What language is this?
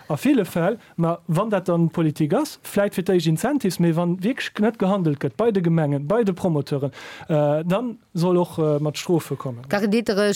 Luxembourgish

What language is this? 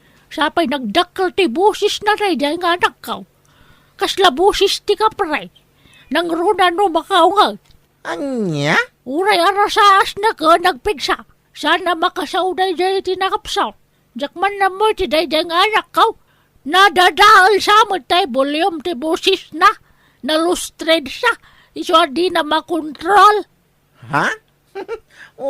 Iloko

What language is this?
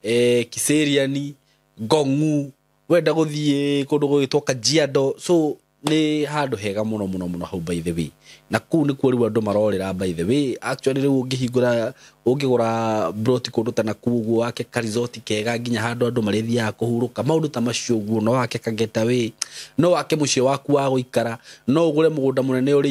Kikuyu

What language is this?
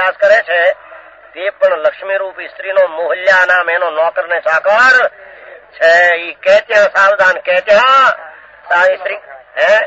Gujarati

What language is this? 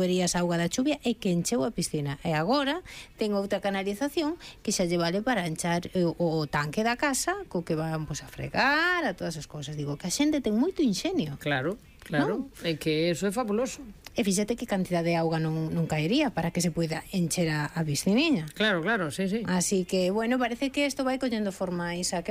Galician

